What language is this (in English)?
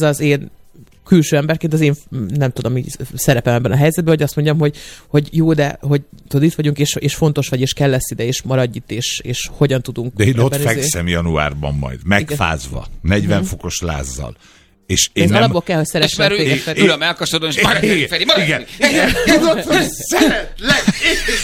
Hungarian